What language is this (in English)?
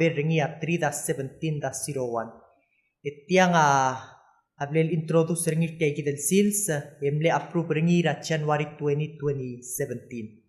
Palauan